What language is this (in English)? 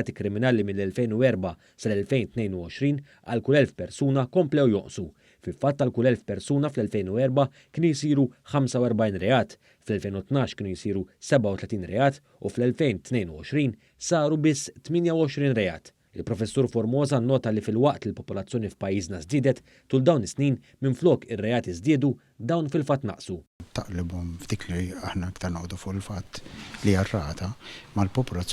Maltese